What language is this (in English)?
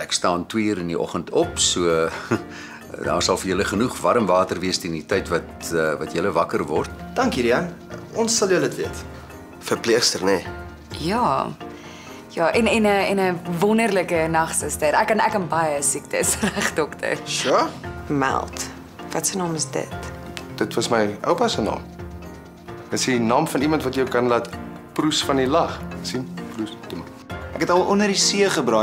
Afrikaans